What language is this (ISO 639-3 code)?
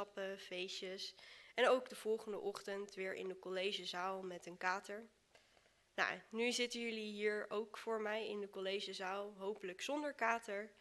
nld